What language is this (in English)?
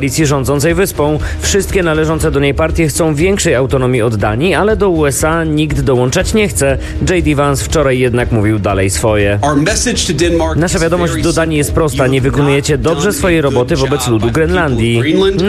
Polish